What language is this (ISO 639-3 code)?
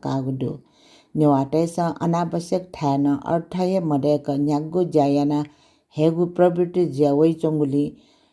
new